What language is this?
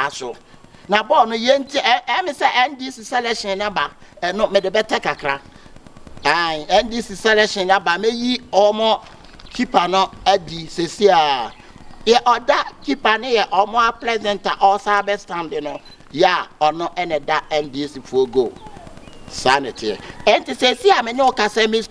Akan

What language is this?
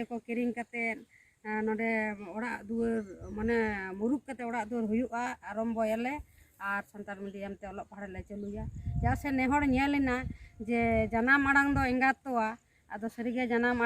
Santali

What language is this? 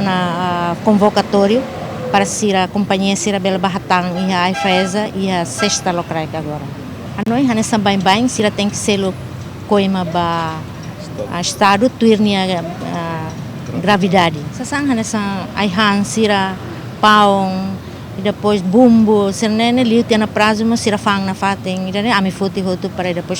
Tetum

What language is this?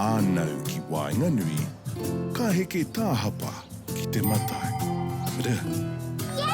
Māori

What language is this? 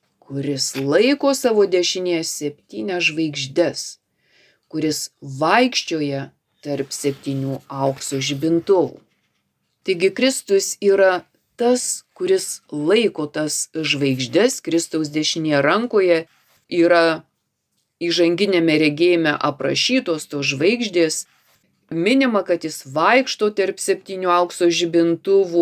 Lithuanian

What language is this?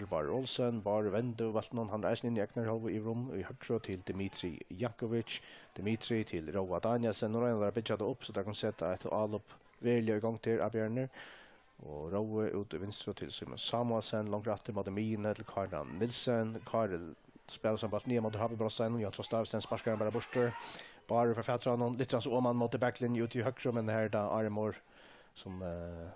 Faroese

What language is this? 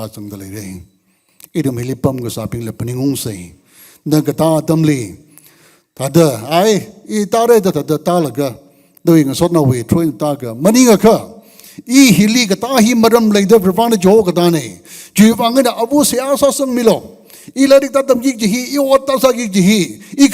Tangkhul Naga (India)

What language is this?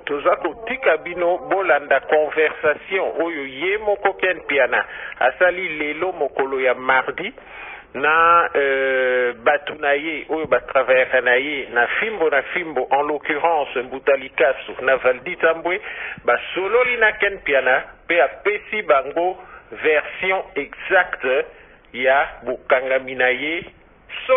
Lingala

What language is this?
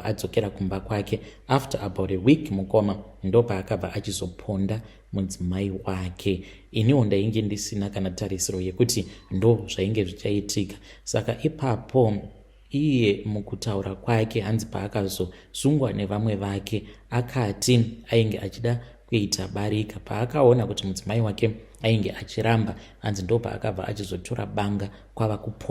Shona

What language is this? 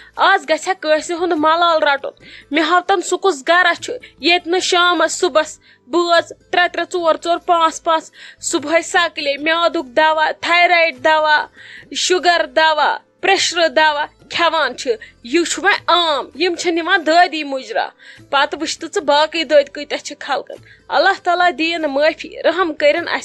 Kashmiri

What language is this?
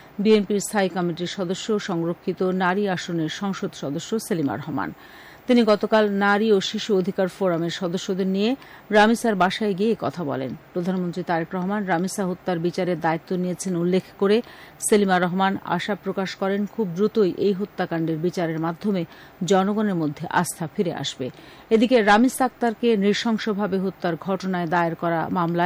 Bangla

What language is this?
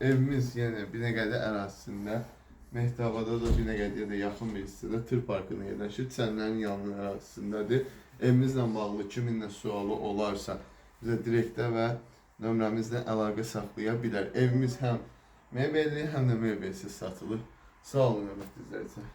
Azerbaijani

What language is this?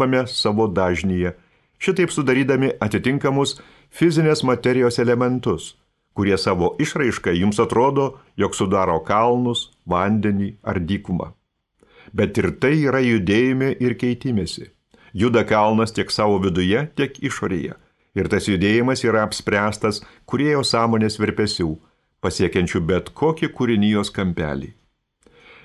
Lithuanian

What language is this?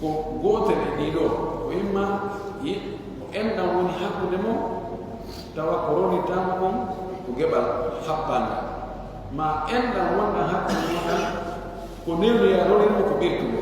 Pular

